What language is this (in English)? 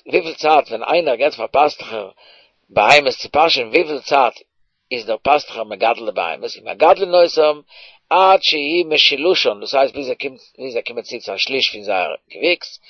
Yiddish